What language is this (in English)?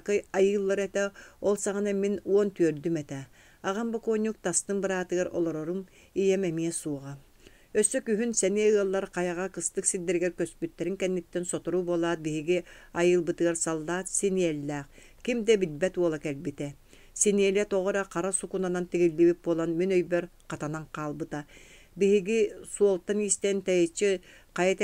Yakut